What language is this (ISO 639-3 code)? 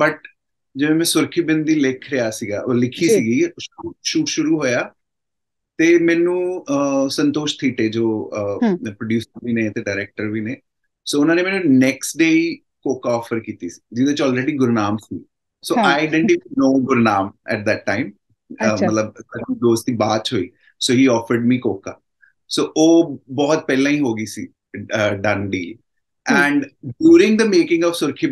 pan